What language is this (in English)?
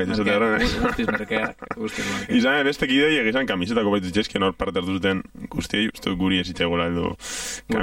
Basque